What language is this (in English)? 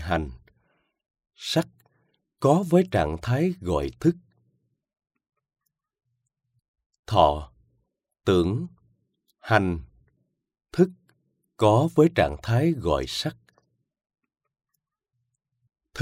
Vietnamese